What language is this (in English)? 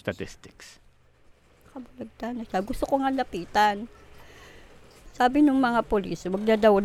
Filipino